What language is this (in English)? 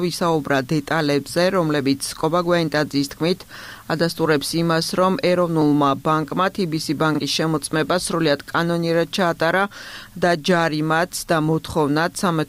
Georgian